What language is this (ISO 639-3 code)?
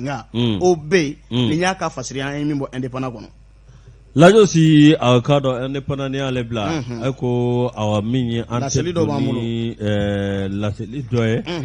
bam